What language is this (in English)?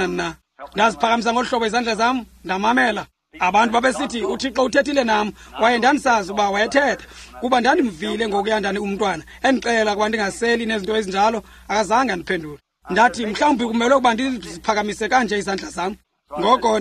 Xhosa